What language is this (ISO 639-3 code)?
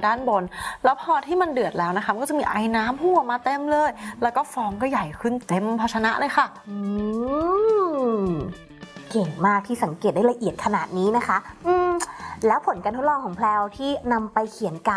tha